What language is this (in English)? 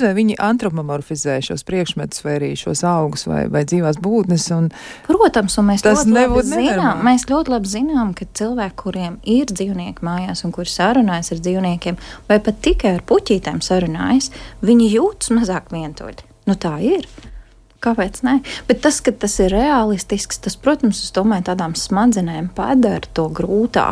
Latvian